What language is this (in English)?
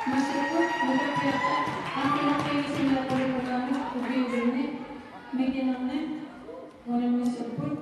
Kalaallisut